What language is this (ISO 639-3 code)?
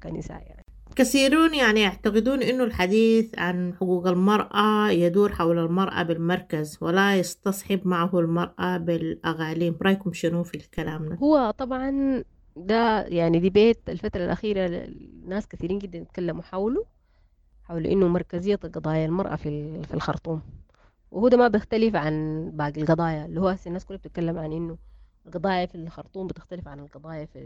apd